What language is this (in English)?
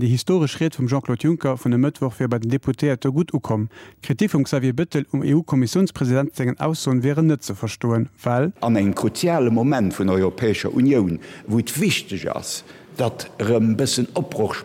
Luxembourgish